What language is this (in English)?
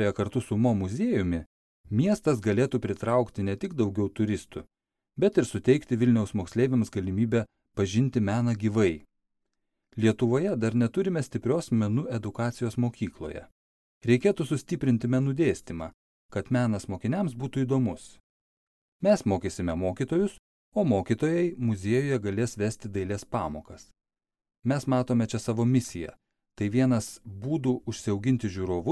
Lithuanian